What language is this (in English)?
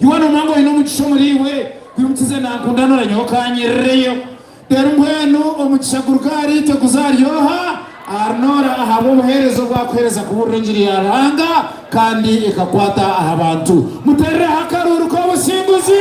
Nyankole